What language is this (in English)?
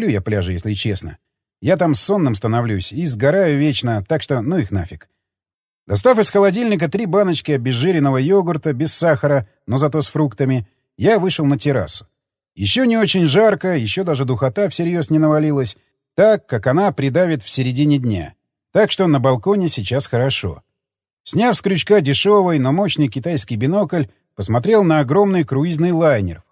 Russian